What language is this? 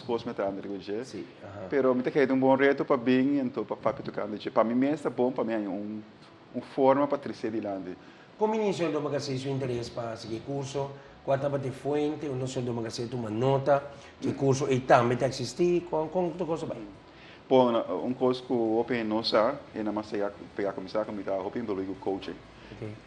Papiamento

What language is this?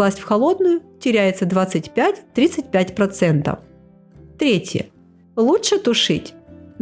Russian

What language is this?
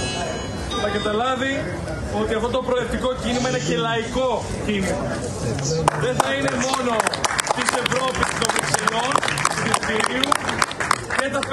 Greek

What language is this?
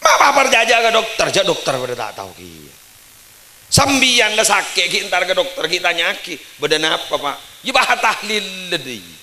Madurese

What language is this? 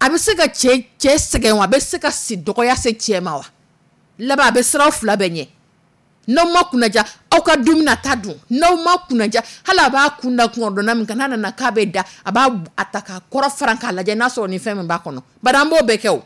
Dyula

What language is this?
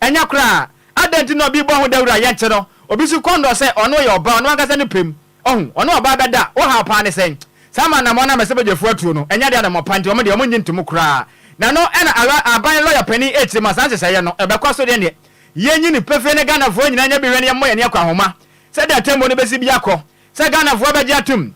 Akan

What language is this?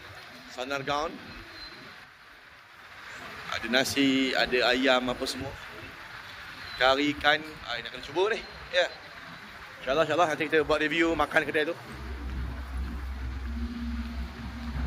Malay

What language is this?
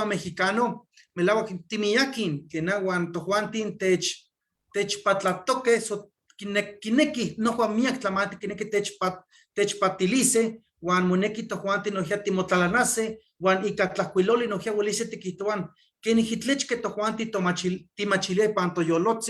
Eastern Huasteca Nahuatl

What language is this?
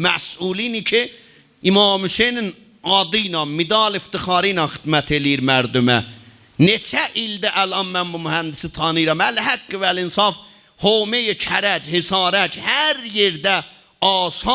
South Azerbaijani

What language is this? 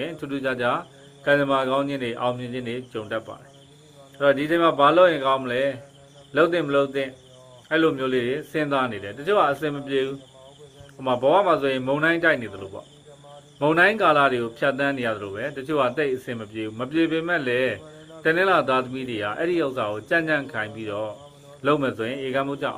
Burmese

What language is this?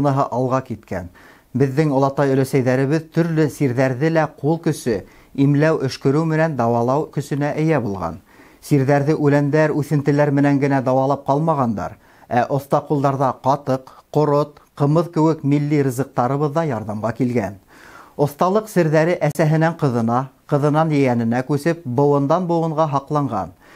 Bashkir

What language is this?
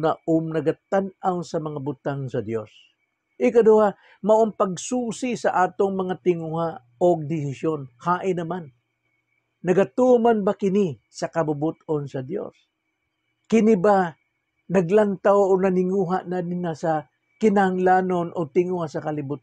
Cebuano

